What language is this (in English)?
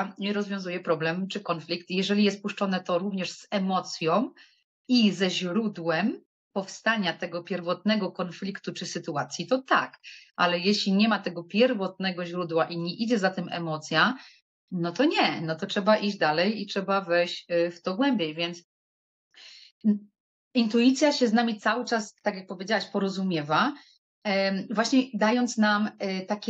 Polish